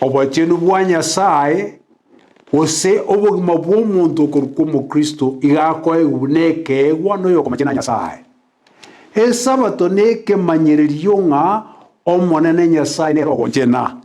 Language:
Gusii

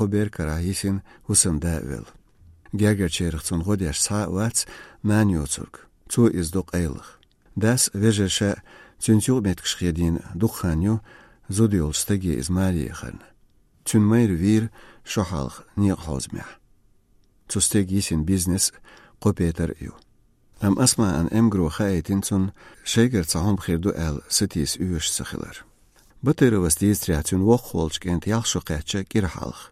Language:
Chechen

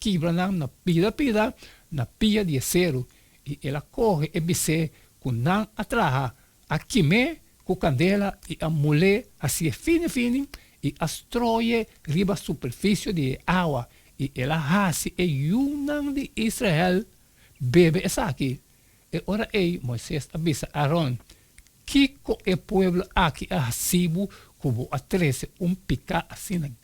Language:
Papiamento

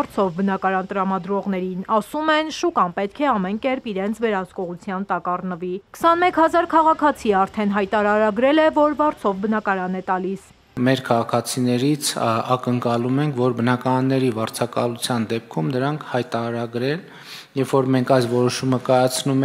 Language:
Armenian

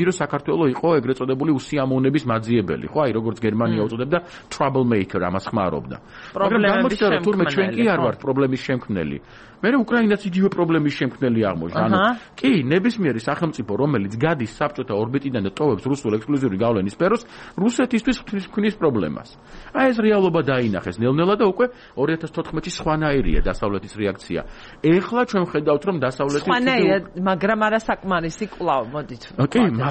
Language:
Georgian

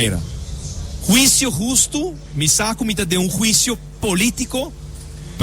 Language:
Papiamento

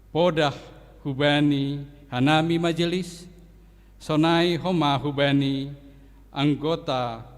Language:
Batak Simalungun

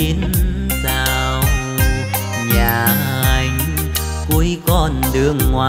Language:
Vietnamese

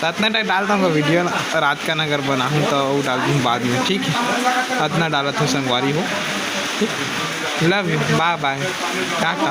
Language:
Chhattisgarhi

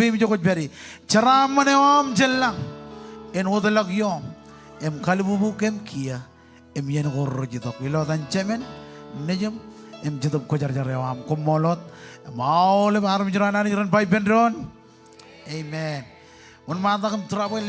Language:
Marshallese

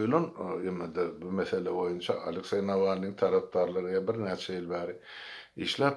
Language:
Turkmen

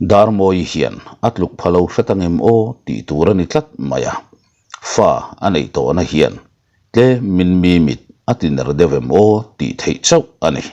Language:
Mizo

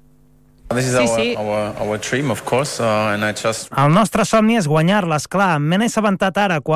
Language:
Catalan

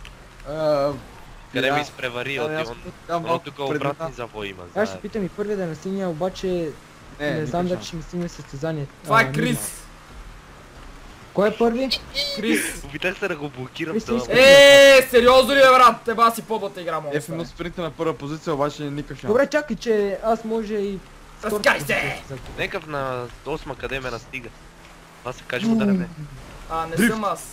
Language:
Bulgarian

